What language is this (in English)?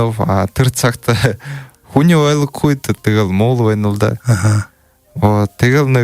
Buriat